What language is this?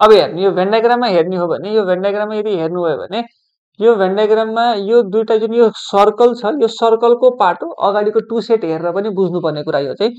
Nepali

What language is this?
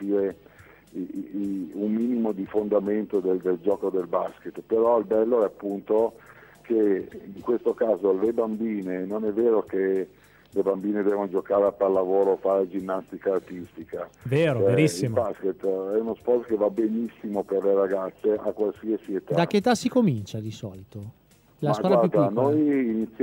Italian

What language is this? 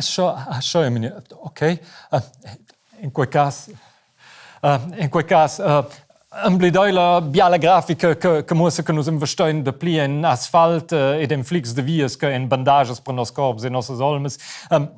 Romansh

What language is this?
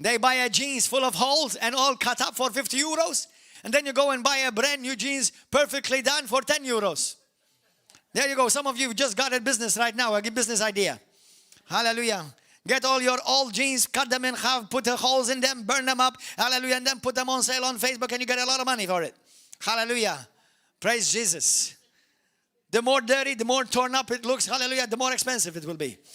English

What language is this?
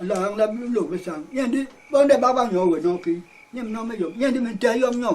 Basaa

